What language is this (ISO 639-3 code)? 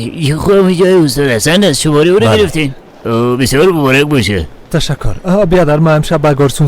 fas